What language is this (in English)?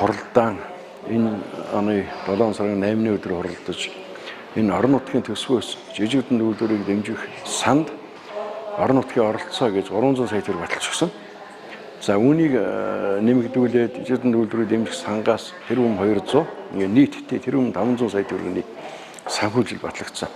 Mongolian